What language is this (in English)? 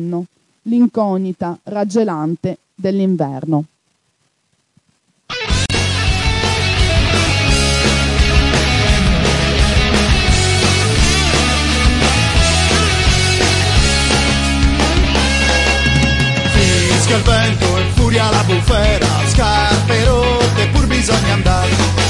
Italian